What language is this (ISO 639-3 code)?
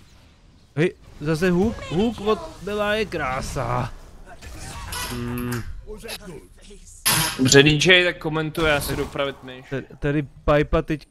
ces